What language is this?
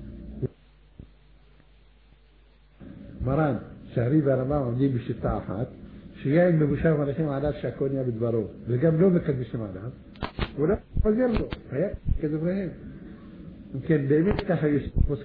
Hebrew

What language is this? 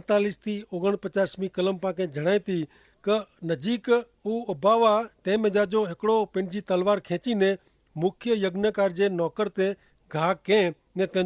Kachhi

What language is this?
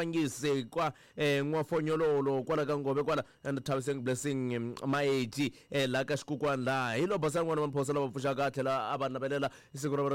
Tsonga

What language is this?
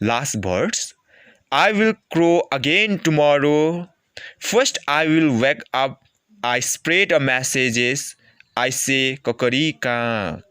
Limbu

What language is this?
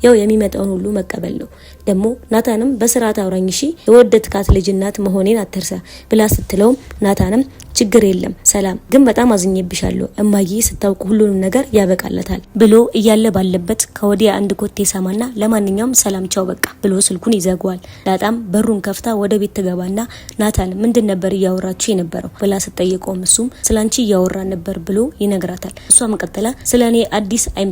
Amharic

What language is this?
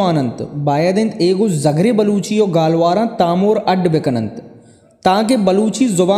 Baluchi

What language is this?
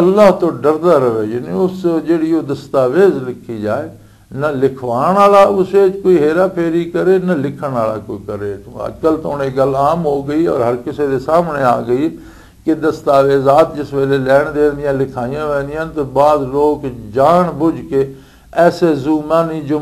Western Panjabi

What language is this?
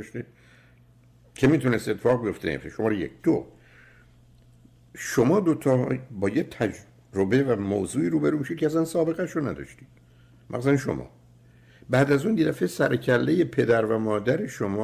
Persian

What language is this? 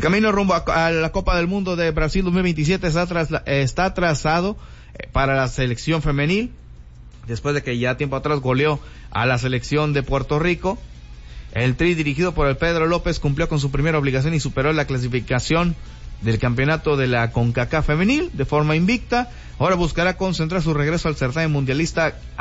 Spanish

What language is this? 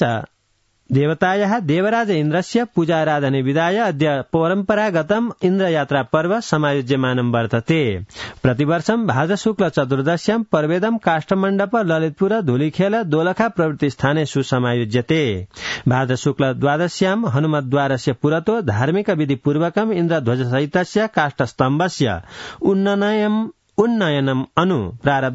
Sanskrit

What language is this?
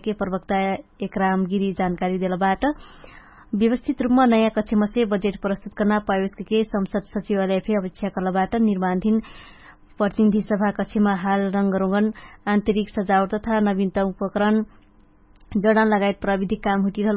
Dangaura Tharu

